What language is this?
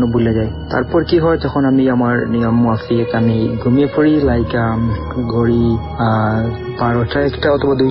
Bangla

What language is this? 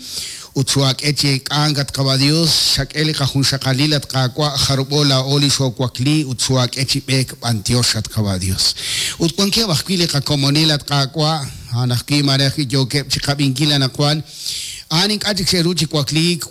Kekchí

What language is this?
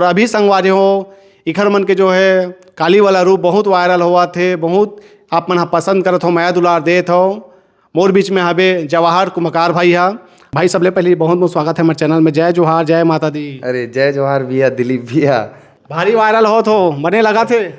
Chhattisgarhi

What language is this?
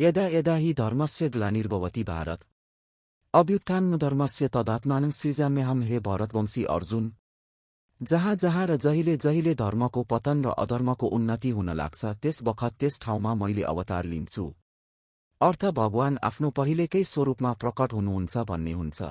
Nepali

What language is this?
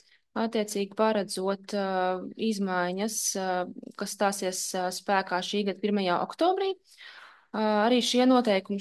Latvian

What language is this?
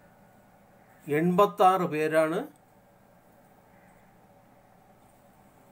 Malayalam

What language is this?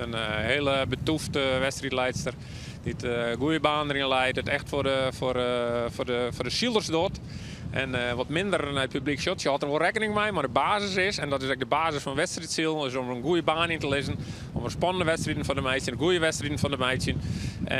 Western Frisian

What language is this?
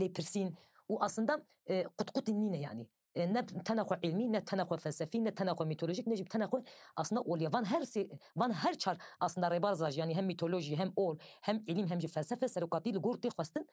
Kurdish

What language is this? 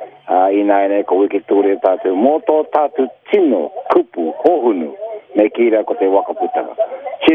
Māori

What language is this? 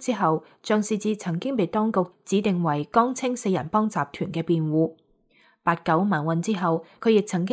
Cantonese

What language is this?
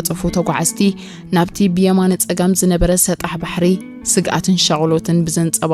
Tigrinya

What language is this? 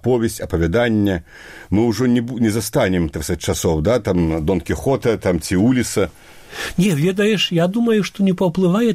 Belarusian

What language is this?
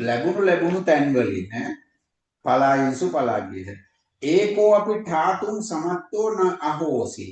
Sinhala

